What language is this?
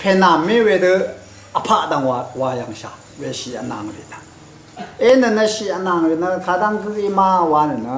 Rawang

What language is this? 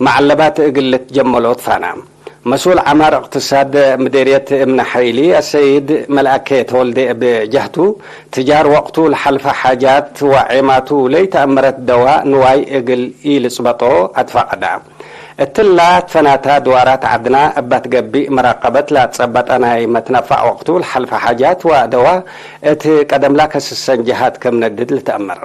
Tigre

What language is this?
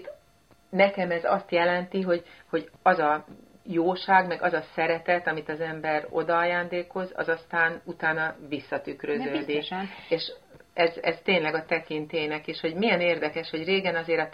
Hungarian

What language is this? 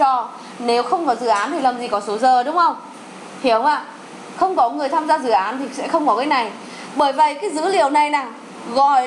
Vietnamese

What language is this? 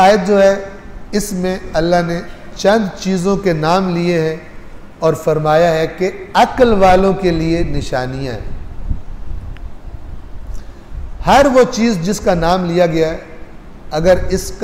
Urdu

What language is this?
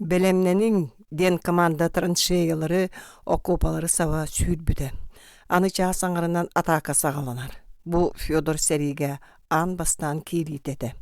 Yakut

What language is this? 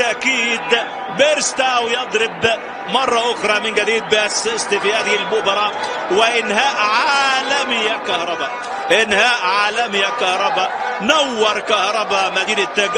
Egyptian Arabic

